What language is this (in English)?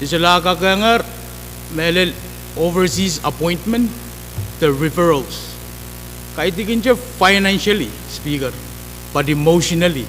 Pohnpeian